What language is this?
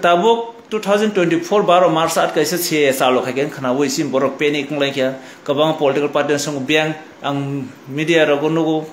Kok Borok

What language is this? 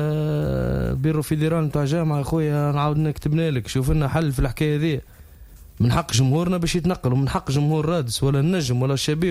Tunisian Arabic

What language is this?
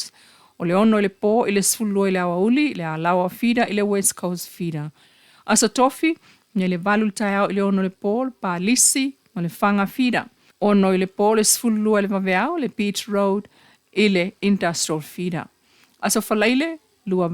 Samoan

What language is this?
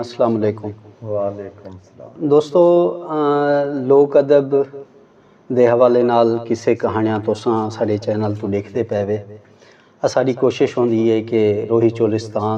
Saraiki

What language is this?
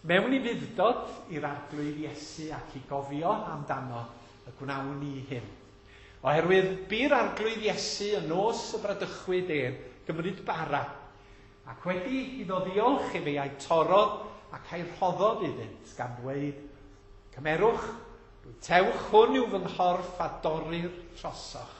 Welsh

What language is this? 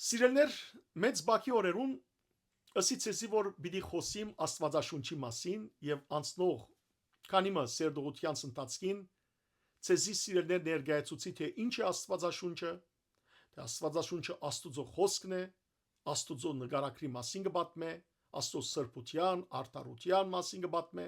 Western Armenian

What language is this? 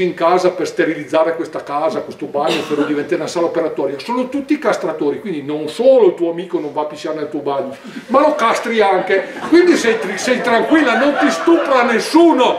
Italian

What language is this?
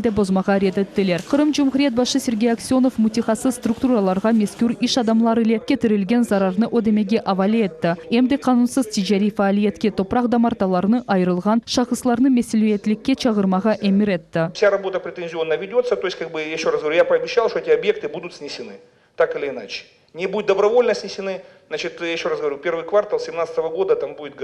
Crimean Tatar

